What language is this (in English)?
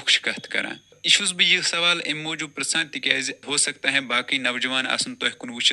Kashmiri